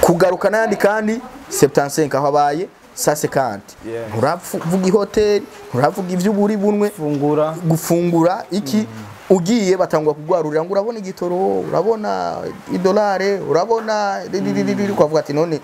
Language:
Rundi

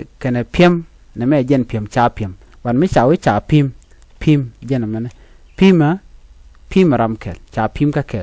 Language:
Nuer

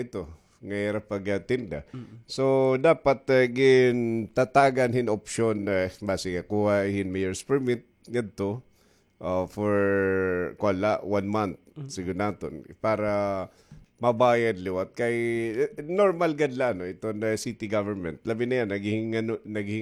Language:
Waray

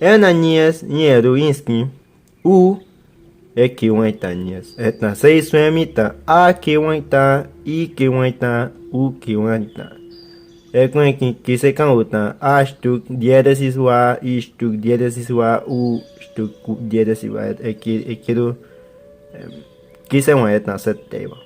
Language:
Bribri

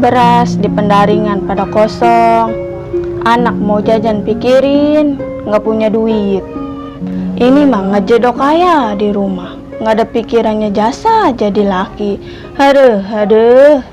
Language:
Betawi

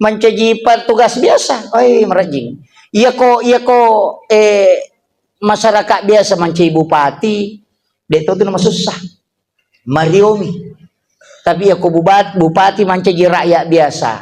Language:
Buginese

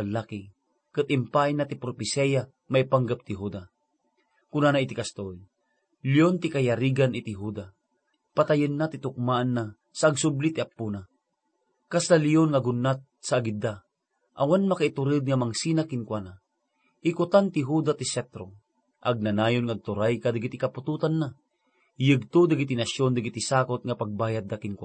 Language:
Iloko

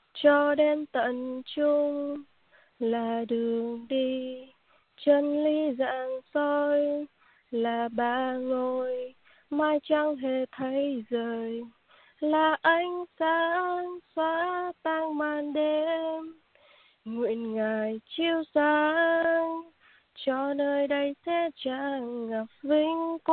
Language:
Vietnamese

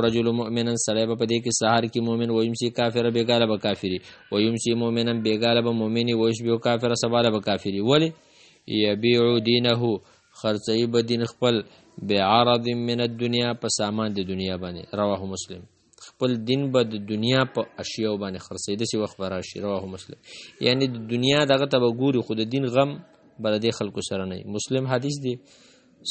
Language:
Pashto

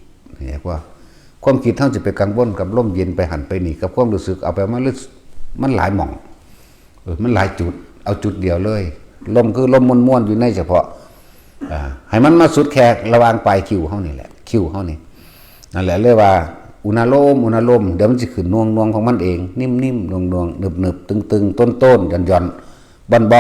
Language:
Northeastern Thai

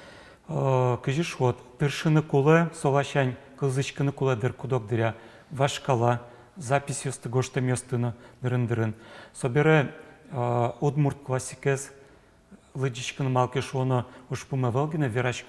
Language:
Udmurt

